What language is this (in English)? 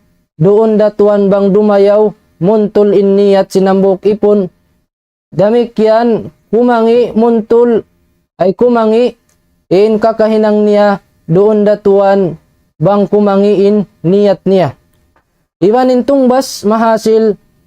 Tausug